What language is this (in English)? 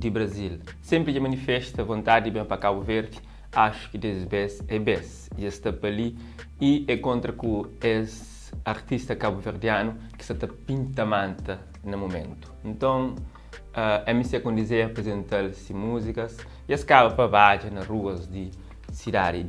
Kabuverdianu